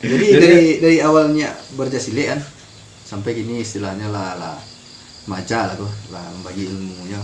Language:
Minangkabau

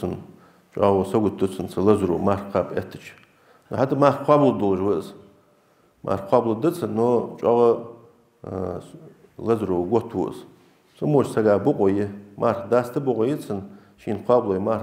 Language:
Ingush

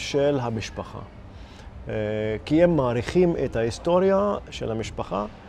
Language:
Hebrew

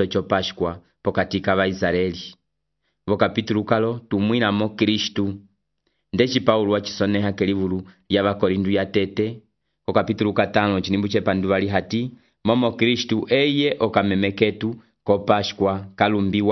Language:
Umbundu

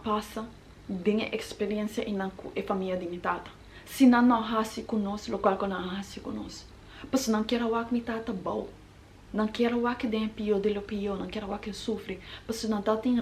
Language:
Papiamento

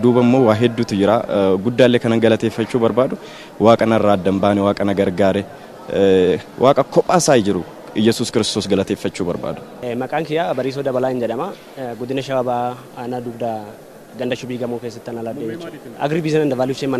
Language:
Oromo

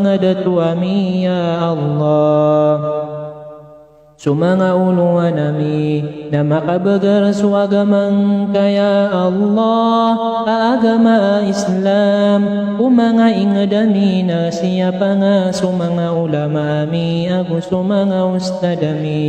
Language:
Maranao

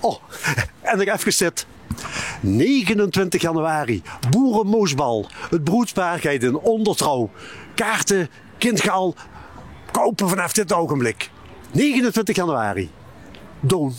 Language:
Limburgish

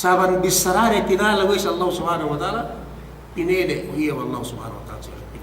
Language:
Yakan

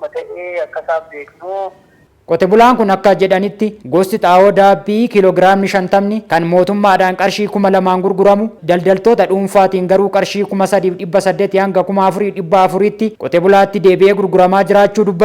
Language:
Oromo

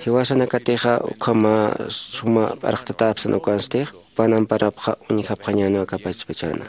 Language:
Aymara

